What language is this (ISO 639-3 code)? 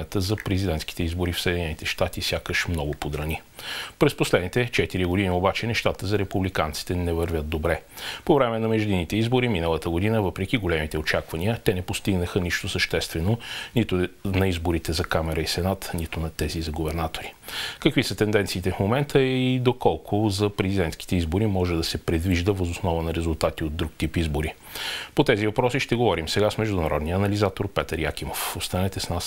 bul